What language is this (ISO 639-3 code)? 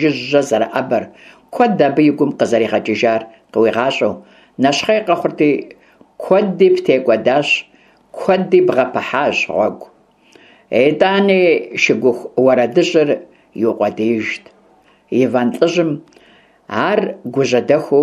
kbd